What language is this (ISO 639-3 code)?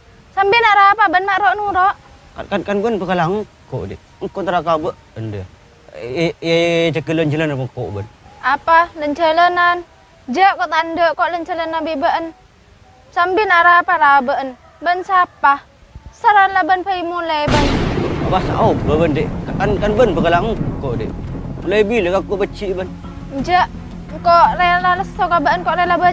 mad